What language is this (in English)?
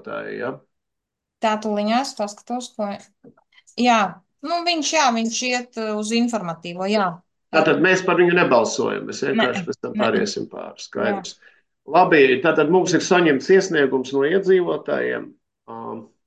Latvian